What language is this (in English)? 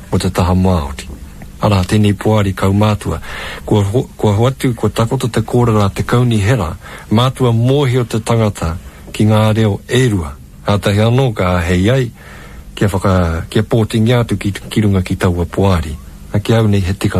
Māori